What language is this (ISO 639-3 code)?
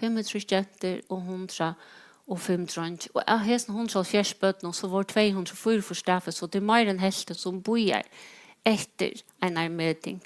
fao